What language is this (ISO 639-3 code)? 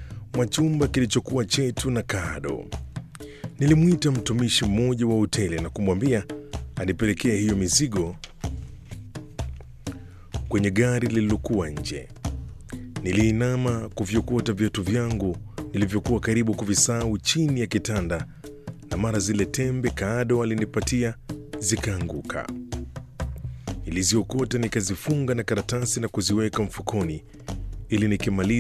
swa